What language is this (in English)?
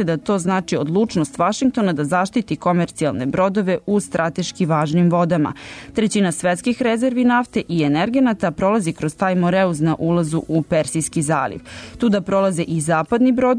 Serbian